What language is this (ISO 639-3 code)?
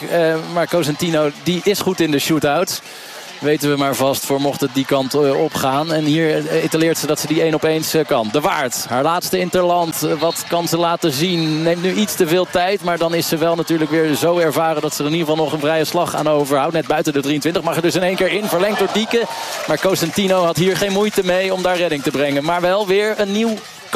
nld